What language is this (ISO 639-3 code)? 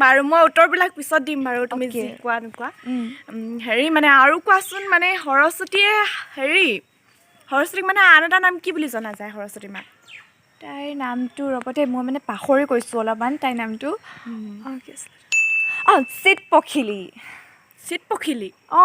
asm